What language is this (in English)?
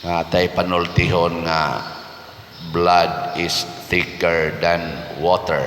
Cebuano